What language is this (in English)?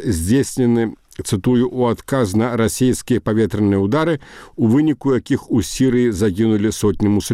Belarusian